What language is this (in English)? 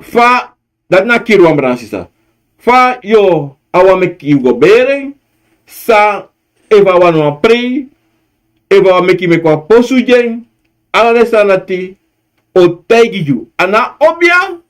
Sranan Tongo